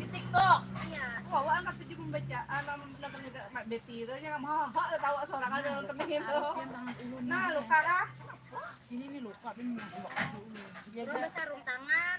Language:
Banjar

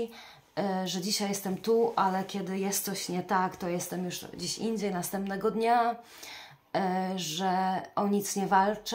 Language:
Polish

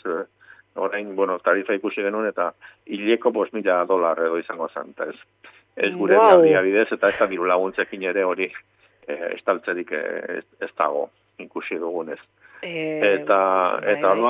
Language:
Basque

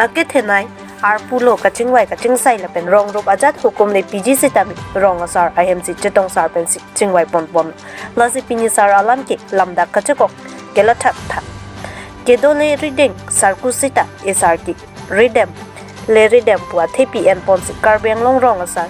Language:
Karbi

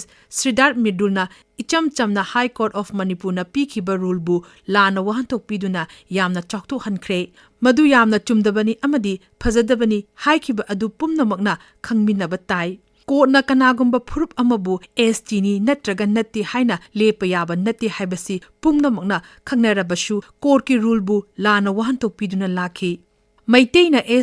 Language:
Manipuri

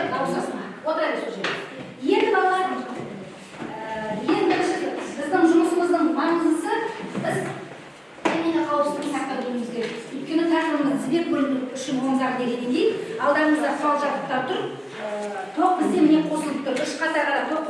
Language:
Kazakh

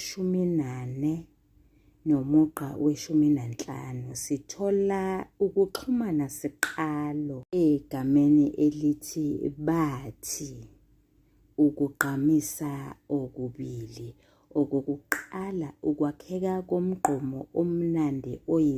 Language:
Zulu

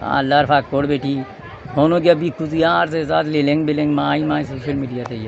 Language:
Sylheti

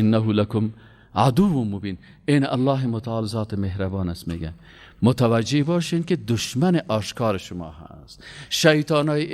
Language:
Persian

